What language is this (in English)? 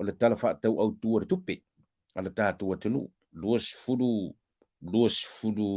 Samoan